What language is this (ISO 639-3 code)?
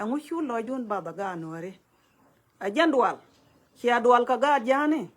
nus